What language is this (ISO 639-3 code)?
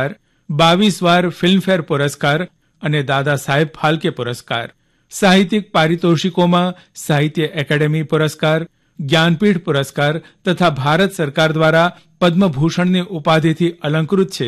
guj